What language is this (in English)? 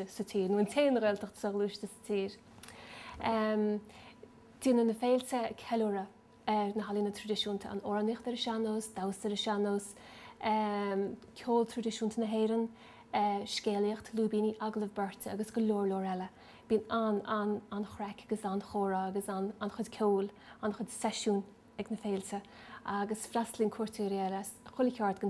Irish